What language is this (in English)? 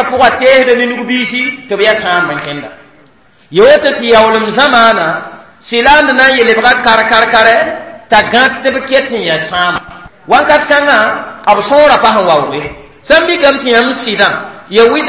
Mossi